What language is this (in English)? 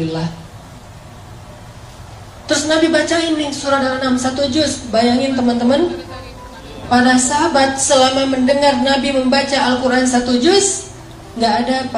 Indonesian